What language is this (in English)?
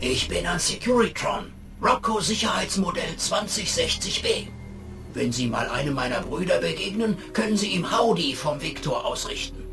Bavarian